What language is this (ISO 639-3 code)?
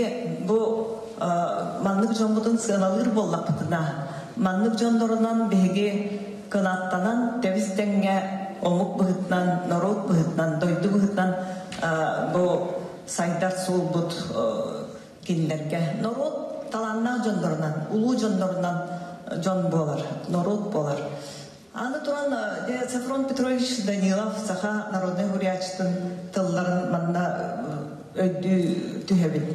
sah